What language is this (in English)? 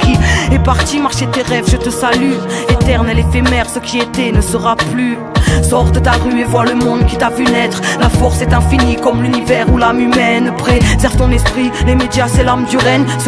French